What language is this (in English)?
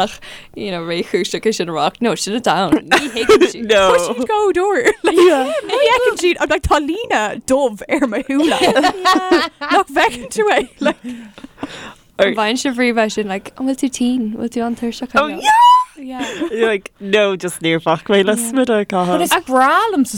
Irish